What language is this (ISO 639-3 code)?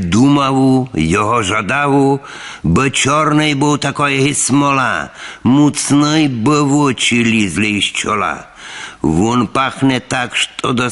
rue